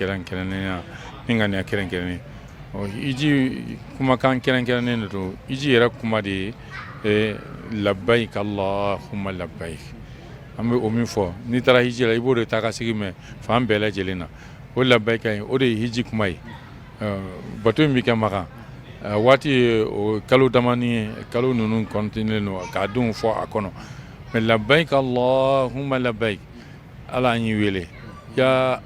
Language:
Bambara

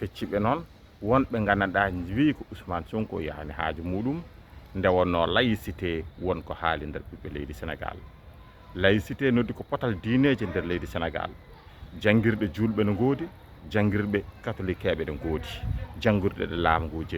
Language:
Fula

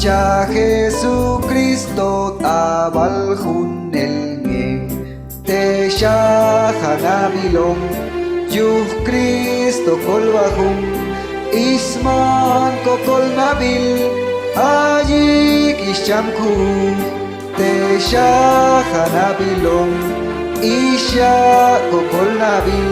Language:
Chuj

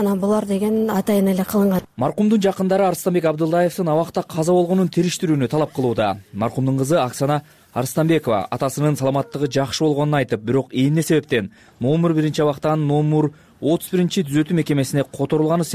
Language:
Kyrgyz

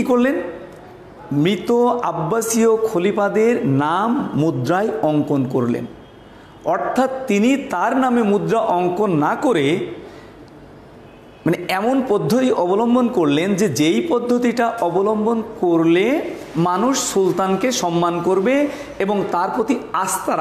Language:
Bangla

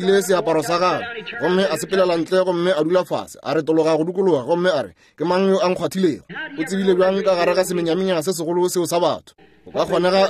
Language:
Northern Sotho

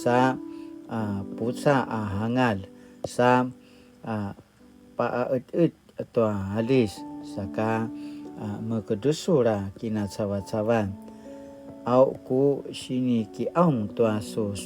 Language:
Paiwan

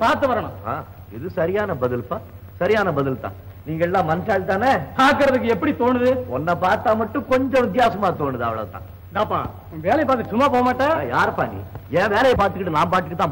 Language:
Tamil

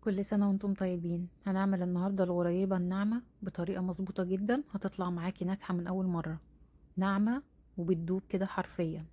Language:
Egyptian Arabic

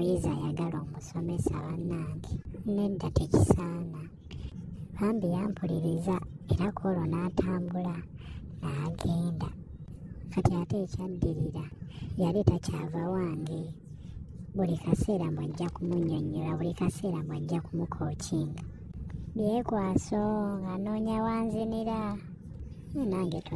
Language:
Ganda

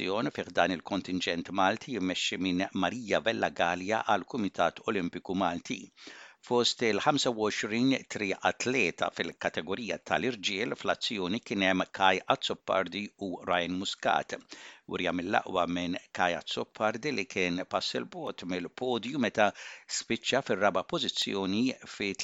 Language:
Maltese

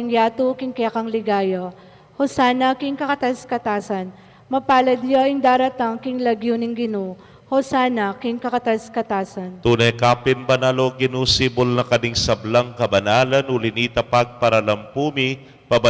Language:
Pampanga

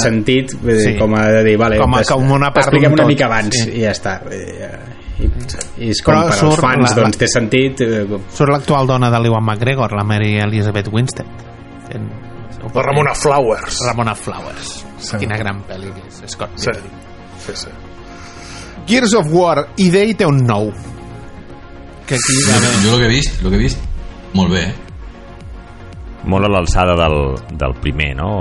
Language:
Catalan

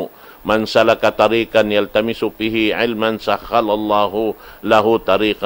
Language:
Tausug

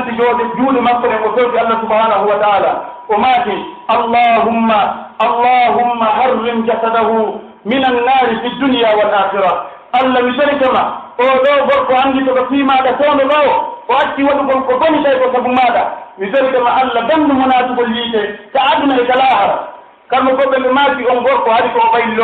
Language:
Pular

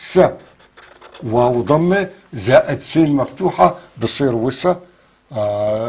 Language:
North Levantine Arabic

